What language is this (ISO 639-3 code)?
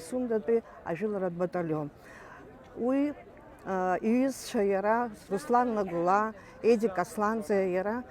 abk